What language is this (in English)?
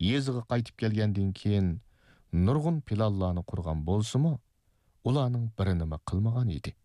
Uyghur